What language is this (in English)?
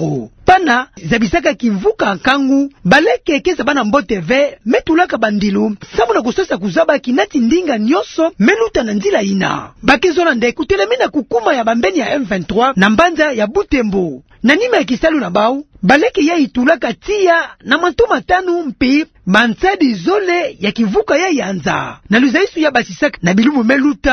Kituba (Democratic Republic of Congo)